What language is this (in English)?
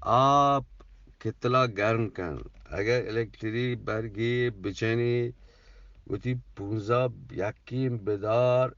Eastern Balochi